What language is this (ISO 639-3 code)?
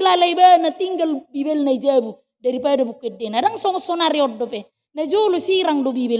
bbc